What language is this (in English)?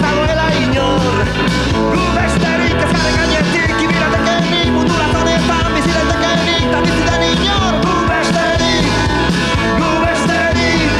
Basque